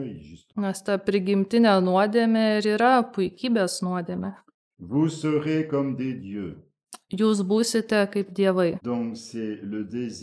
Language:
Lithuanian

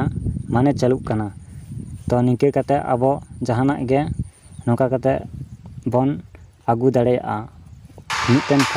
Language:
Santali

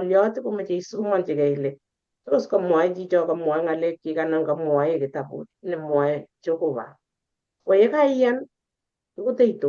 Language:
Kalenjin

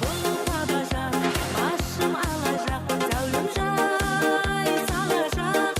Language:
Kara-Kalpak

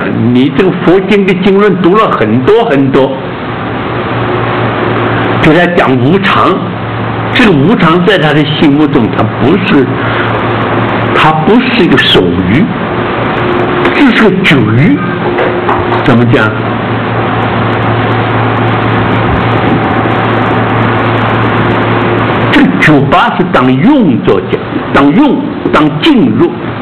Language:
Chinese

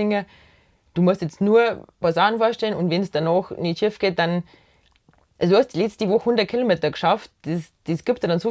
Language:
Bavarian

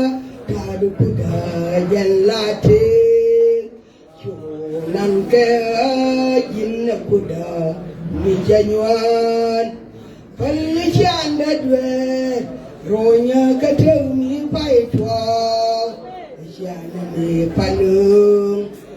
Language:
Nuer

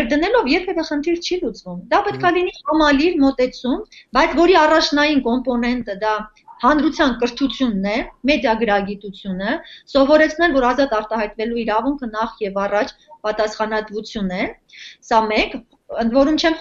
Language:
Armenian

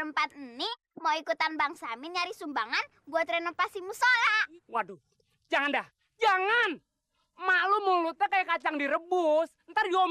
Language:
Betawi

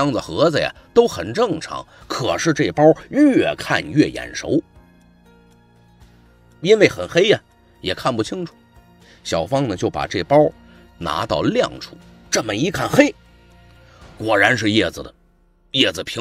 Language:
Chinese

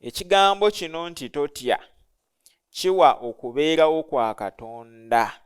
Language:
Ganda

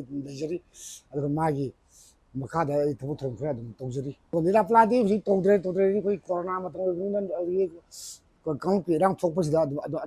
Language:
Manipuri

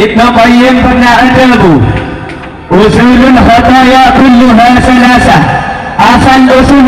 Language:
Madurese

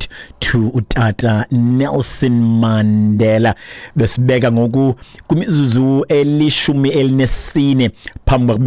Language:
Xhosa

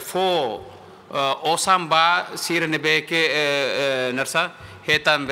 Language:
Tetum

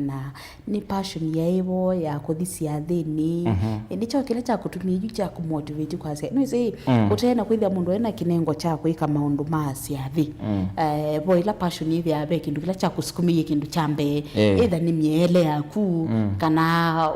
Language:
Kamba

